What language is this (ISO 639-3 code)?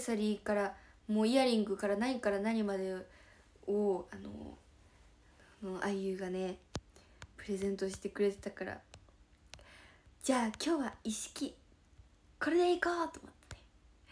jpn